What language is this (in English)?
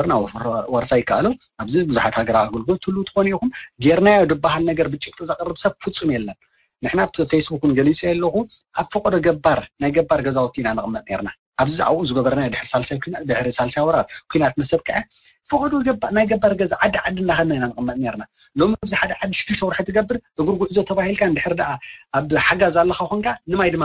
Tigrinya